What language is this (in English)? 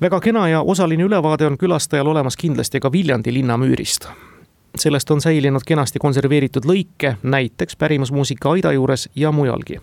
Estonian